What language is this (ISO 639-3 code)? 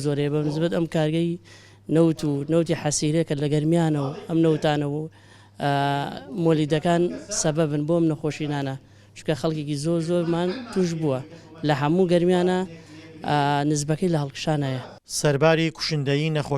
ckb